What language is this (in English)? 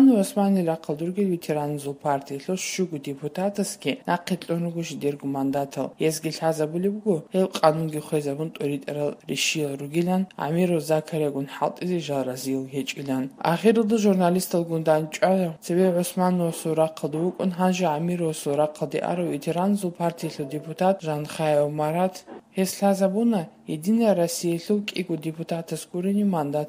Avaric